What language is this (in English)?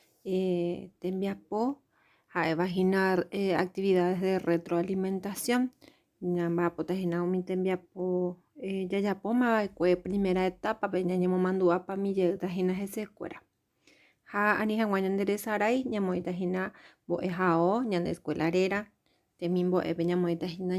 Guarani